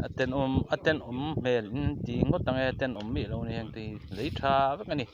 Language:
Mizo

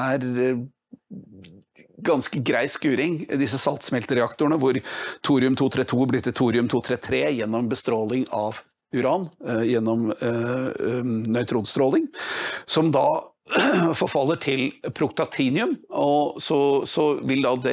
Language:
Norwegian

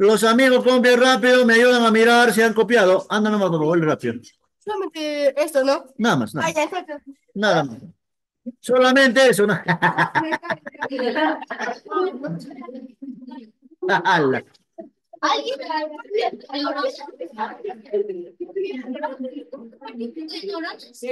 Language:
Spanish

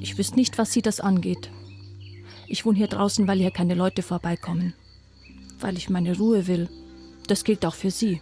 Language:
Bavarian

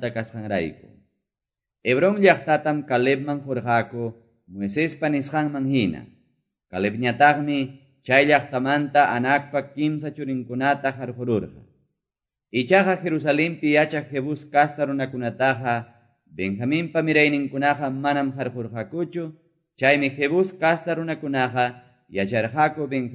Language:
Quechua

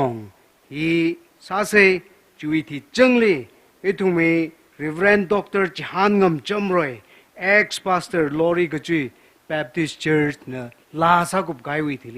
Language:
Tangkhul Naga (India)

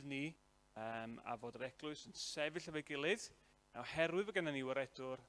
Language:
Welsh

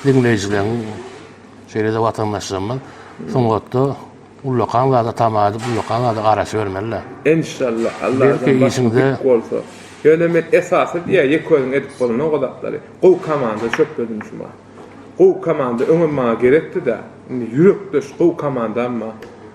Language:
Turkmen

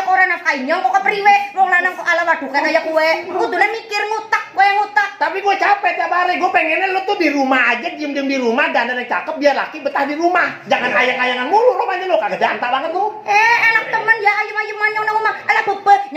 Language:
Betawi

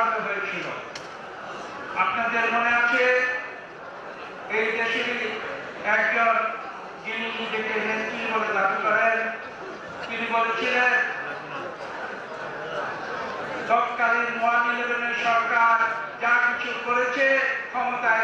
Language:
Bangla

